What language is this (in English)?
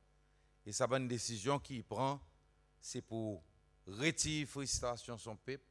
Seselwa Creole French